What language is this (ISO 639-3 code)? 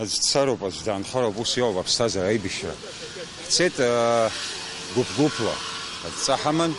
abk